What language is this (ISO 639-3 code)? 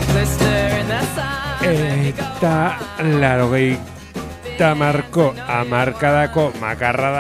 eus